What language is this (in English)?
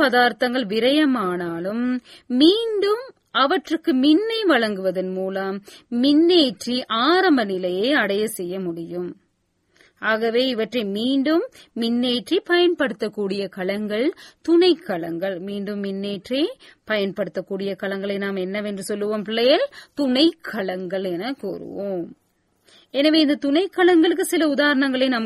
Tamil